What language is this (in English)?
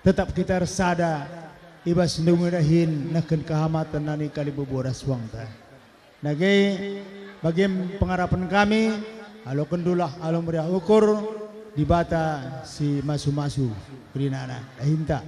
Batak Karo